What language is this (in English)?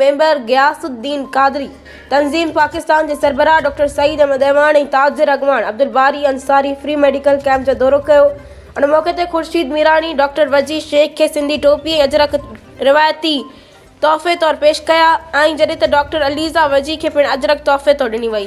Sindhi